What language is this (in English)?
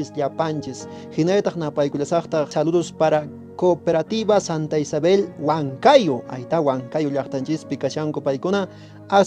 Quechua